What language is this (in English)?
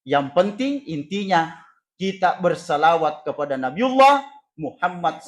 Buginese